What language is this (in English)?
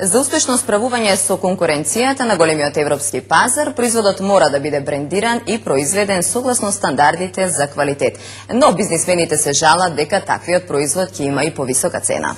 Macedonian